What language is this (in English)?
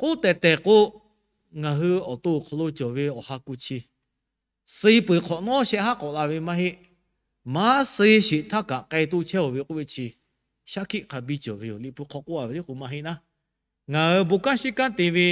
Lahu